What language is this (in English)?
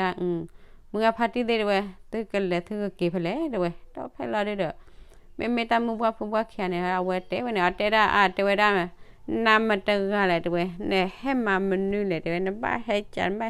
S'gaw Karen